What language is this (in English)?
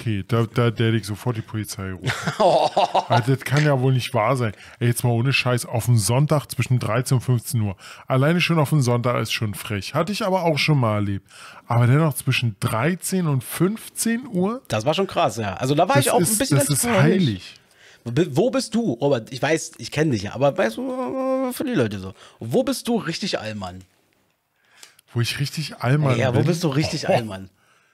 German